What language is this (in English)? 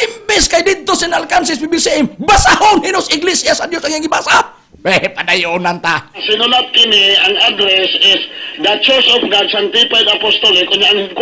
Cebuano